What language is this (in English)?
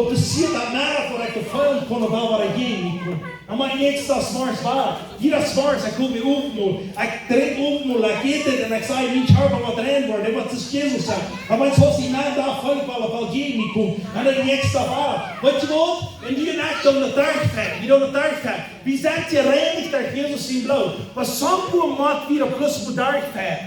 Plautdietsch